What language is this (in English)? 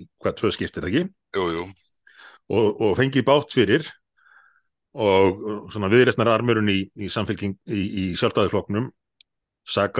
Icelandic